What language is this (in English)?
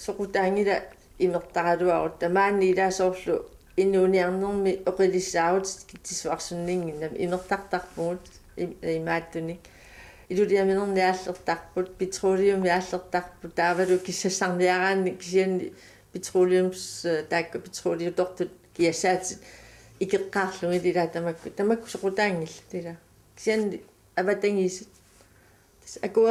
Kalaallisut